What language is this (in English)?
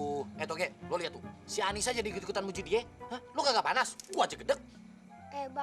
Betawi